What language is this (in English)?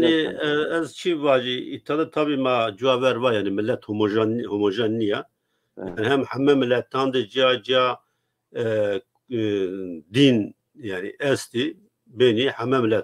Zaza